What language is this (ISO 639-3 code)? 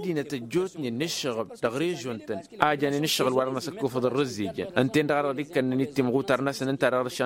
taq